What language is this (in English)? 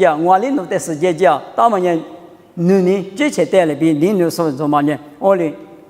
Lisu